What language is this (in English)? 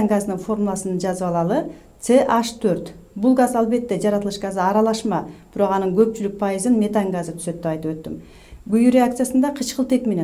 Kyrgyz